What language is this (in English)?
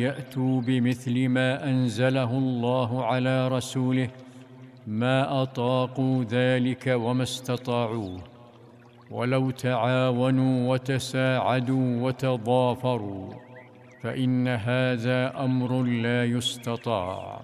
Arabic